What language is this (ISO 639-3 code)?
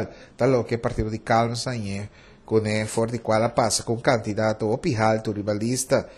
pap